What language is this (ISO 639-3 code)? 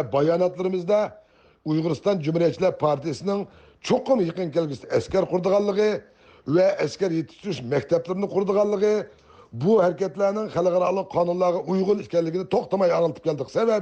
uig